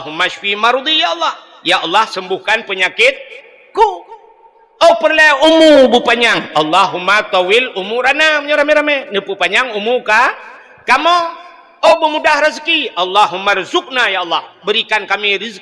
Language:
Achinese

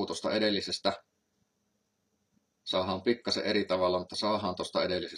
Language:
Finnish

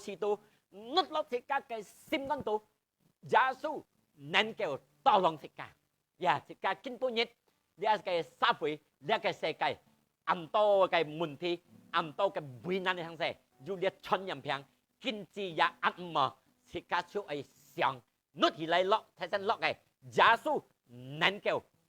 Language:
Hakka Chinese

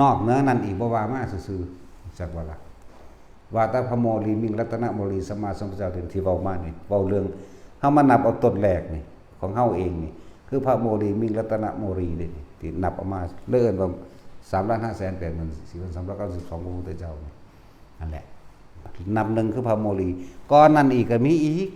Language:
Northeastern Thai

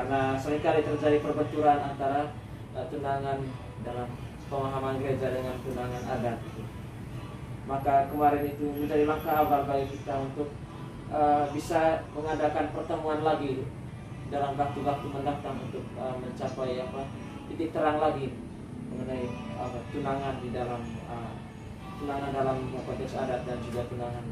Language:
Indonesian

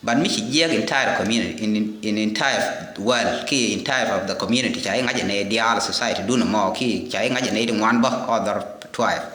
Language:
Nuer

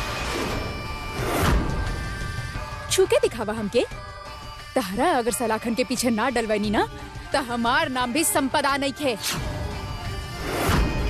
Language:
Bhojpuri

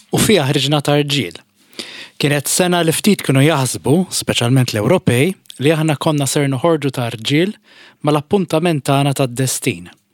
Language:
Maltese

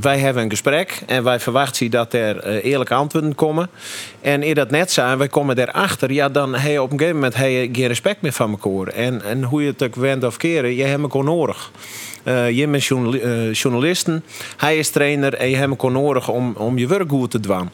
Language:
Western Frisian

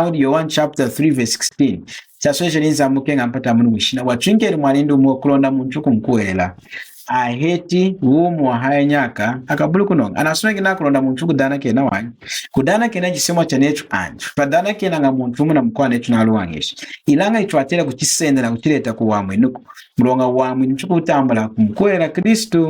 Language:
Lunda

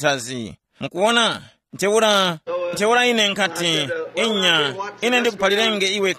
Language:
Tumbuka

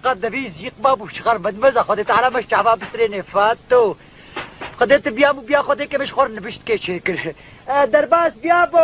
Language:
Kurdish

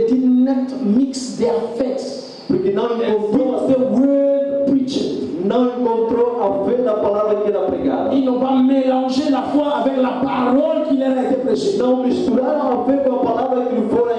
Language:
French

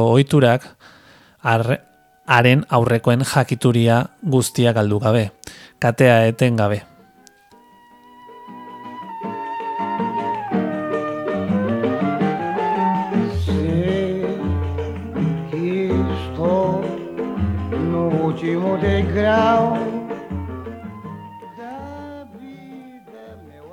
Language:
Basque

